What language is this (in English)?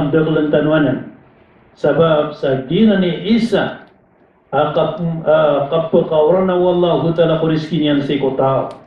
Maranao